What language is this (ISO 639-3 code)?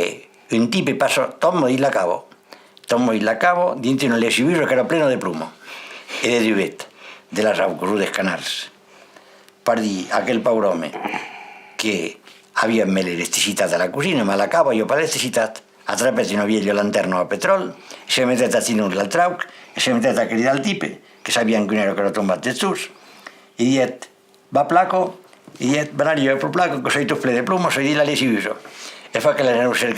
oci